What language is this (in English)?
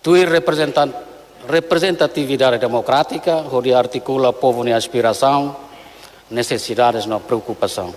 Tetum